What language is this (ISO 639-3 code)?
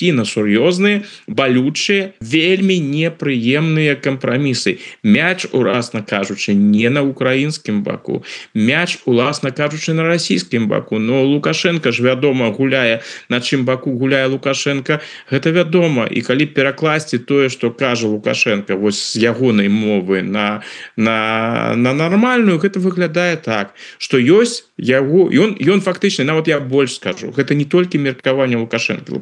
bel